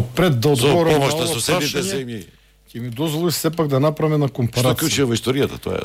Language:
Macedonian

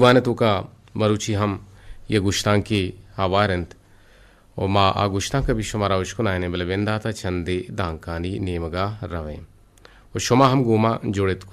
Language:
Eastern Balochi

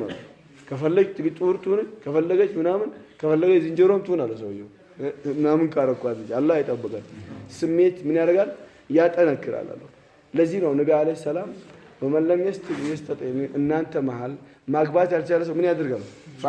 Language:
Amharic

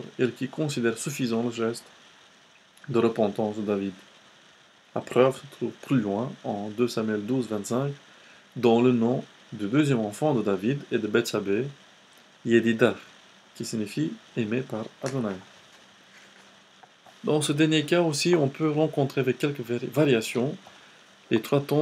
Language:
French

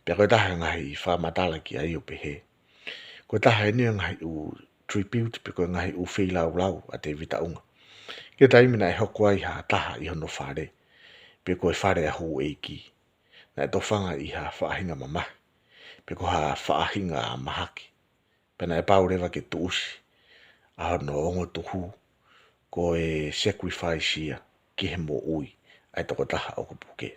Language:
Tongan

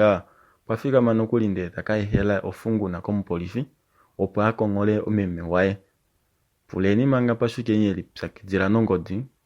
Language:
Kuanyama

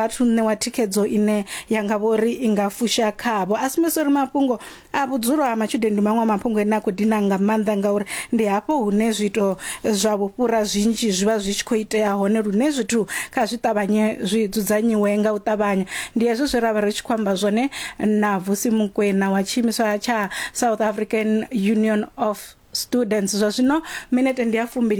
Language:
Venda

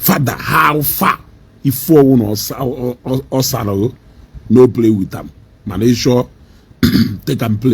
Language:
Igbo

